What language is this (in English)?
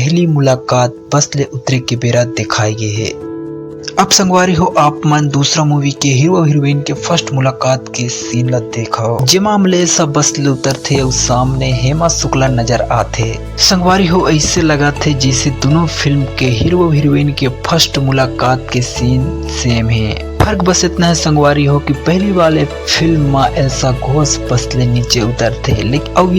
Chhattisgarhi